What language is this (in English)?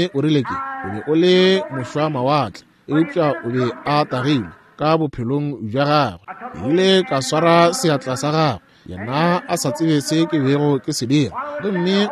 Northern Sotho